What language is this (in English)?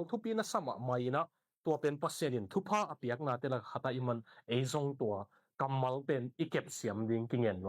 Tedim Chin